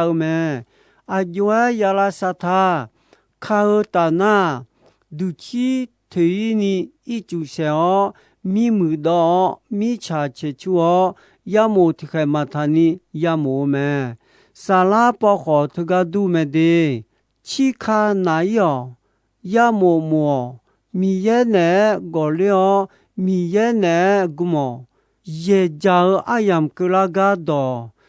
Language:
Akha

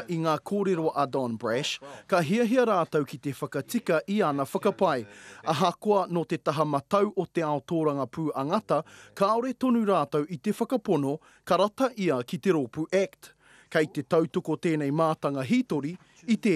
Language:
Māori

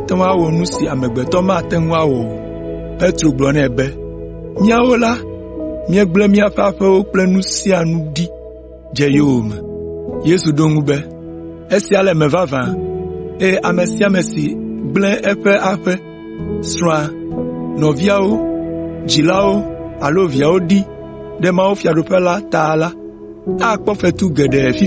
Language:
Ewe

